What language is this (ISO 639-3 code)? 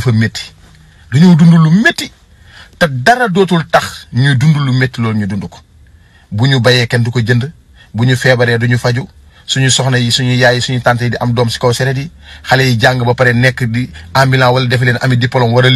wol